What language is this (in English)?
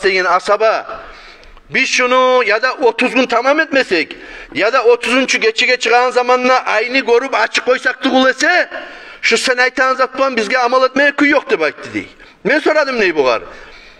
Kumyk